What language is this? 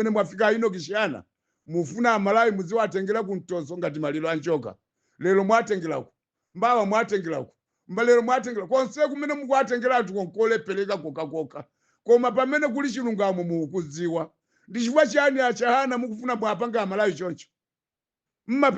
Nyanja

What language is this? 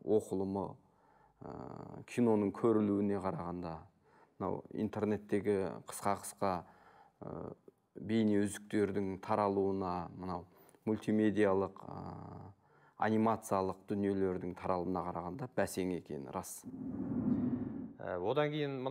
Kazakh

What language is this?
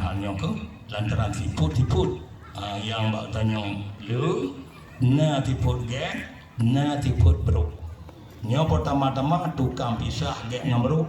Achinese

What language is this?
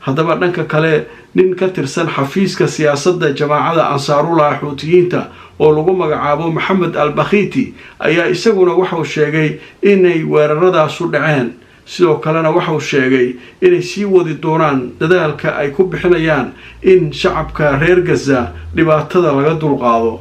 Somali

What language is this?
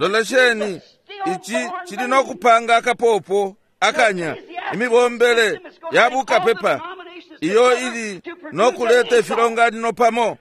Bemba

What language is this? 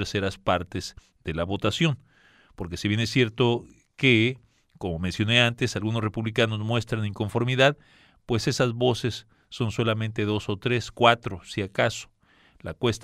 Spanish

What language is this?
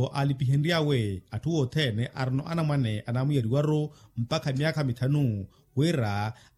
Makhuwa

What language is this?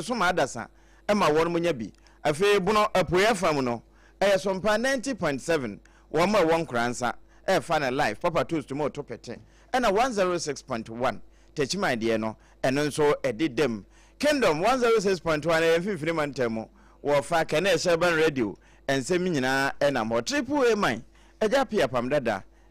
Akan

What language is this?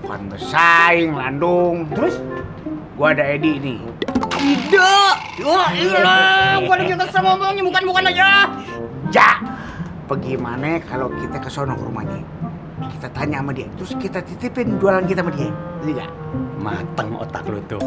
Betawi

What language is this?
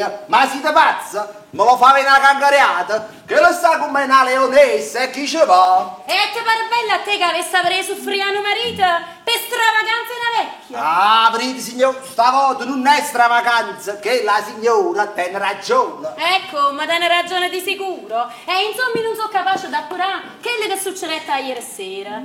Neapolitan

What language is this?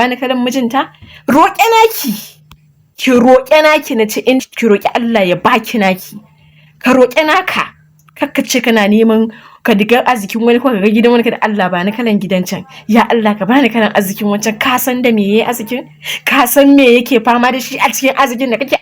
Hausa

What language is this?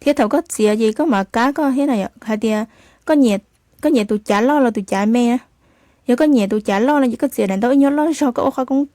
Hmong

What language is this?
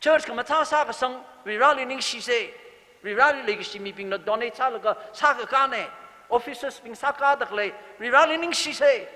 Tangkhul Naga (India)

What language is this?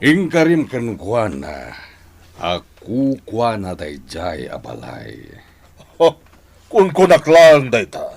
Iloko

